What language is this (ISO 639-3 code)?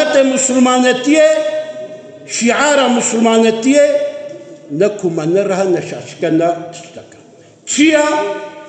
kur